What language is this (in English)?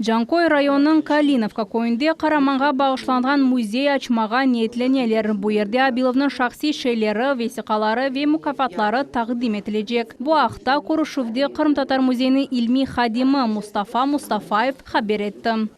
Crimean Tatar